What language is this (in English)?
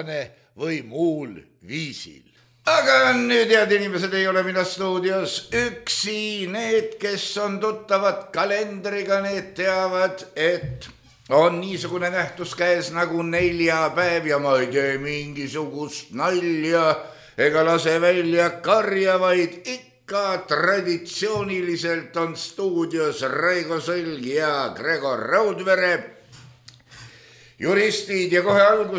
Estonian